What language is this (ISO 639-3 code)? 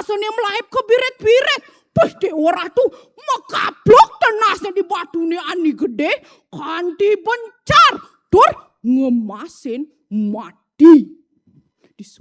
ban